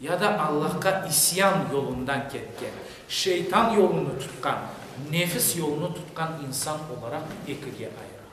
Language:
Crimean Tatar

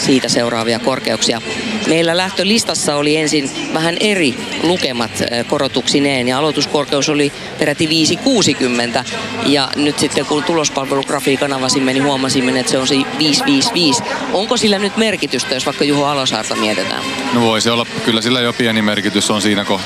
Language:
Finnish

